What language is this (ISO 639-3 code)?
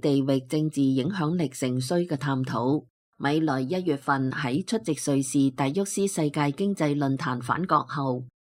yue